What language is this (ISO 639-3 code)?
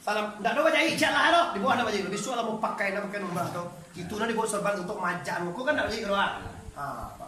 min